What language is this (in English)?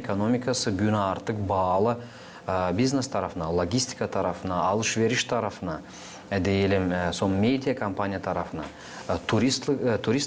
Gagauz